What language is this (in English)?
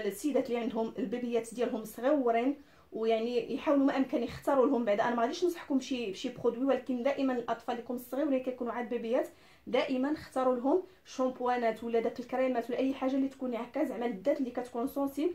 Moroccan Arabic